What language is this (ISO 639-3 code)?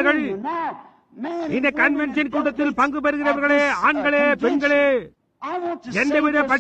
tam